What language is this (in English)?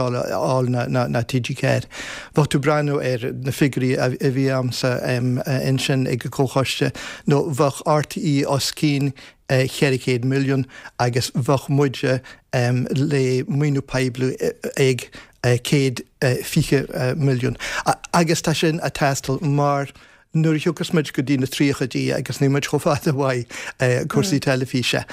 Irish